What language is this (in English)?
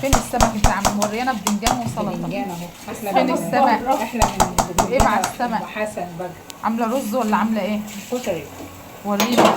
Egyptian Arabic